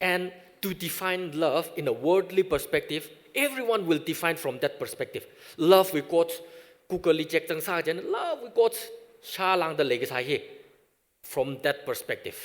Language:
Tangkhul Naga (India)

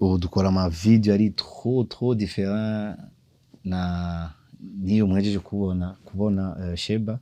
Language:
Rundi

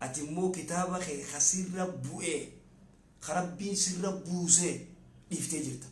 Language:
Oromo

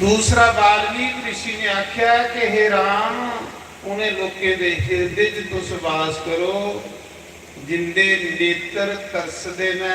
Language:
Dogri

